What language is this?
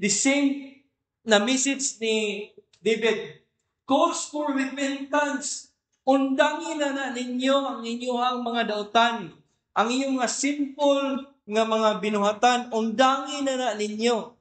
Cebuano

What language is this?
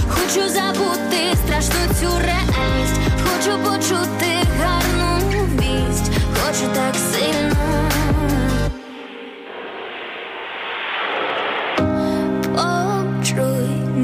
Ukrainian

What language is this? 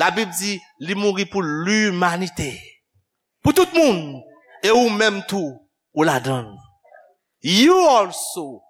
Haitian Creole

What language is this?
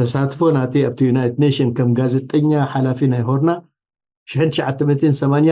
Tigrinya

